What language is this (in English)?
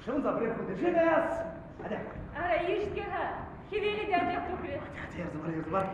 Chuvash